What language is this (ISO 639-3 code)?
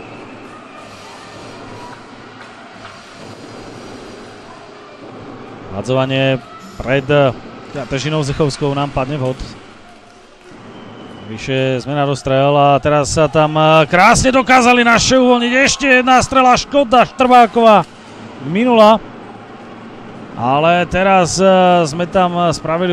slk